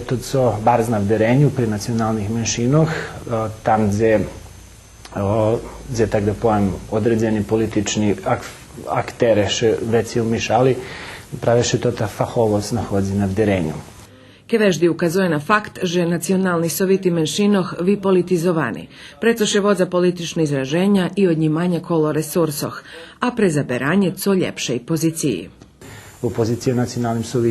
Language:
Rusyn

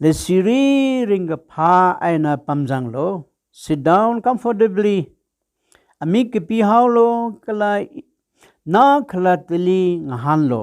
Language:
Tangkhul Naga (India)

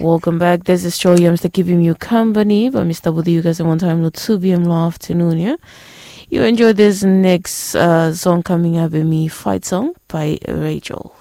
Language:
Bislama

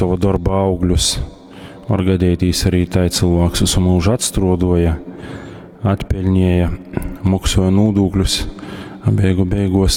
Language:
Latgalian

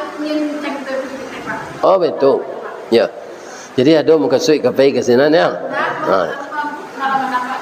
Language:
Minangkabau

